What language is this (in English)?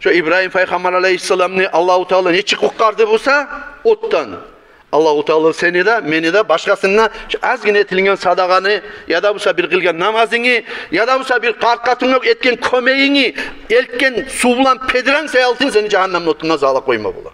Kumyk